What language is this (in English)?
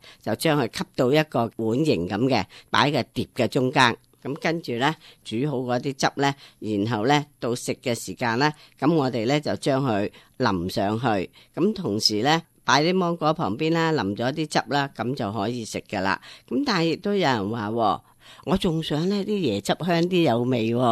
Cantonese